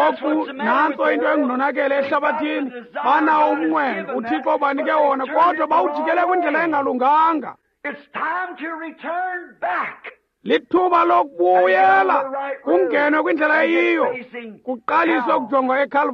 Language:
Xhosa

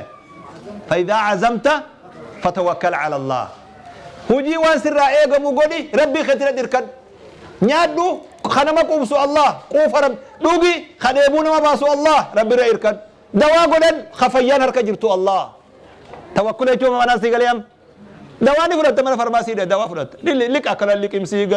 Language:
Oromo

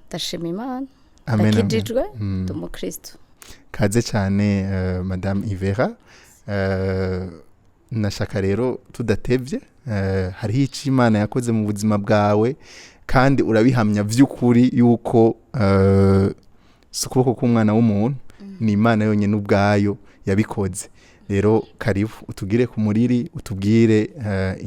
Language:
Rundi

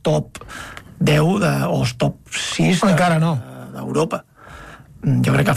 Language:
Catalan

